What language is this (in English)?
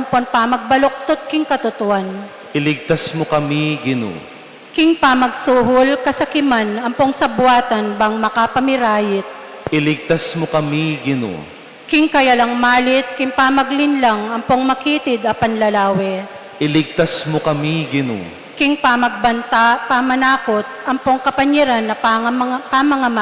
Pampanga